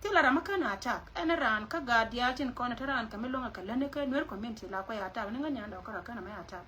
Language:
Nuer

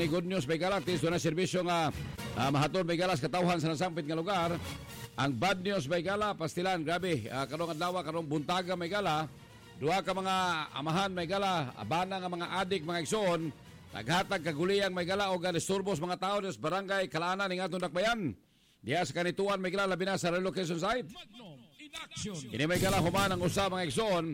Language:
Cebuano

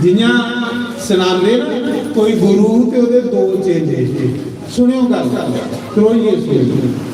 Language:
Dogri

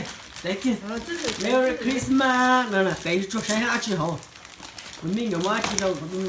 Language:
Hmong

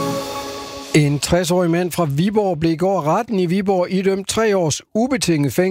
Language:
Danish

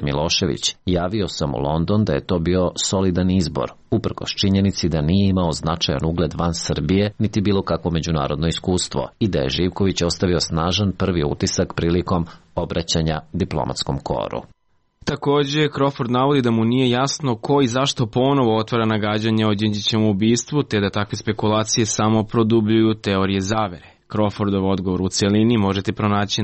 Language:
Serbian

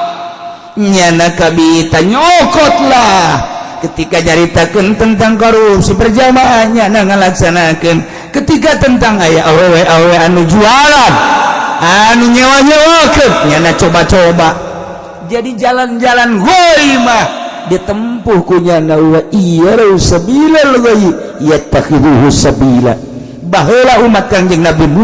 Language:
Sundanese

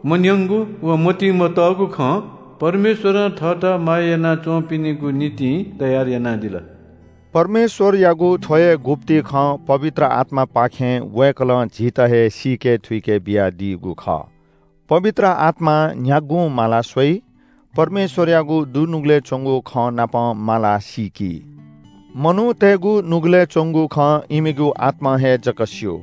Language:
Newari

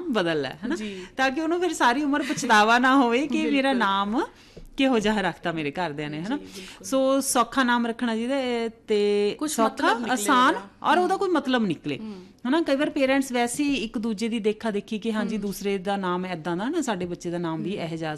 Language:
Punjabi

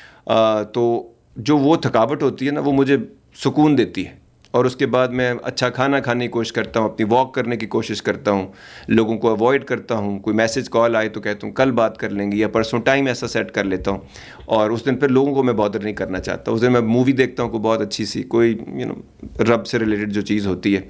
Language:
Urdu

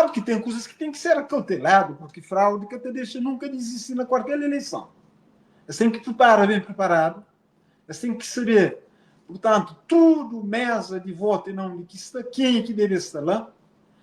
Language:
Kabuverdianu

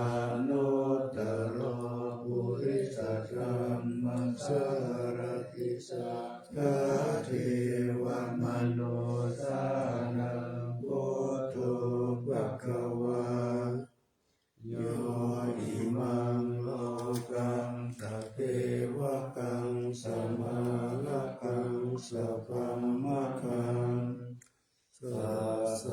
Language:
Pali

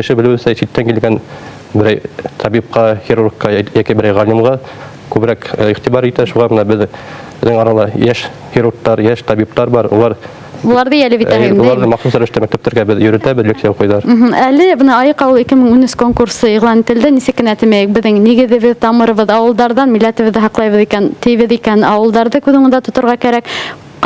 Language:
Bashkir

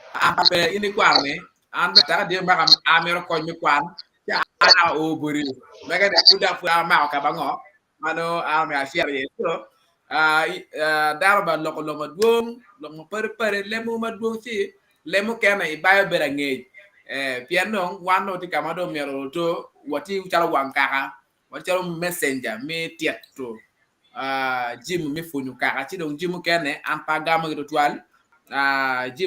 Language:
Acoli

